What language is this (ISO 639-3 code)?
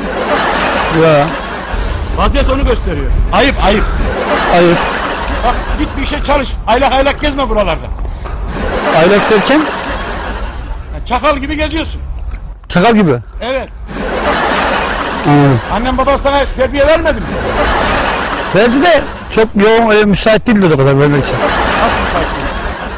tur